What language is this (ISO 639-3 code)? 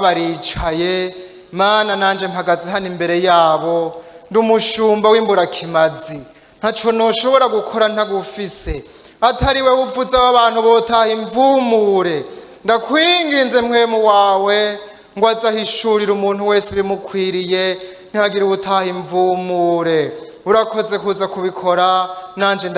run